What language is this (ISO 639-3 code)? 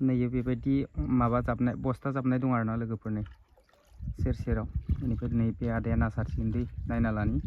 brx